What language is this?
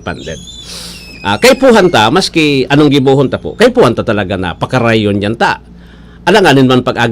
Bikol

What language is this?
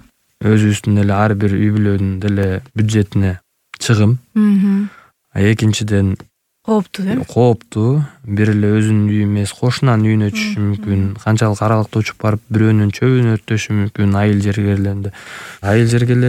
Kyrgyz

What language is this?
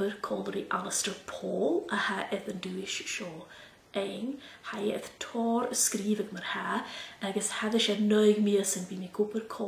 Scottish Gaelic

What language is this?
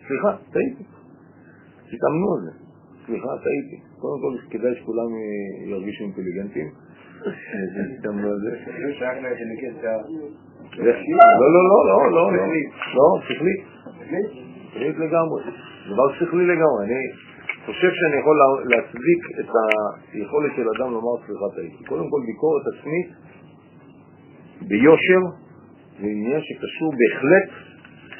Hebrew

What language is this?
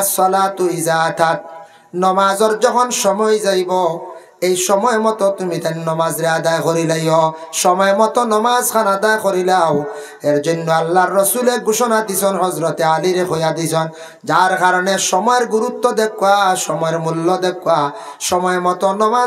Sylheti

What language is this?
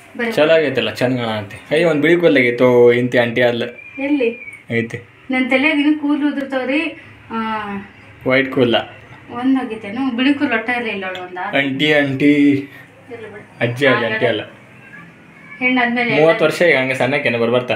Kannada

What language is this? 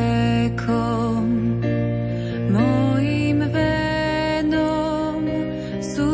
Slovak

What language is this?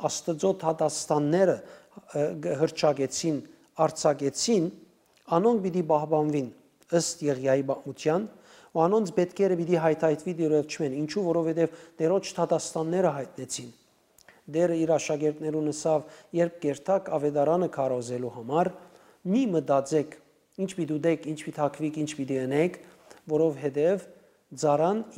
Western Armenian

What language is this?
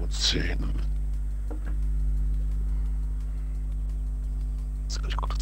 German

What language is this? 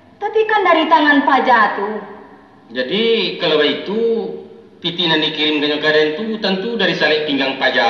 Minangkabau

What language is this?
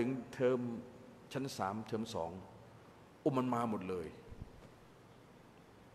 Thai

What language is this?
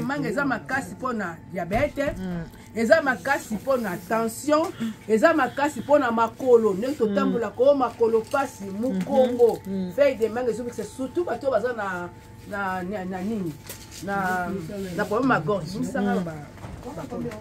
Lingala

